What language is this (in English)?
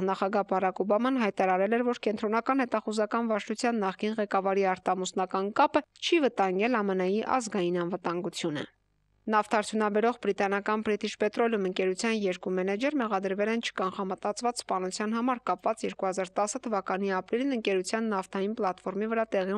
Armenian